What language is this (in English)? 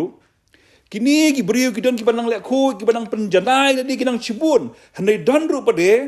Khasi